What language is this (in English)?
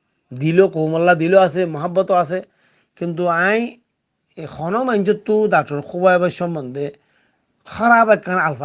Rohingya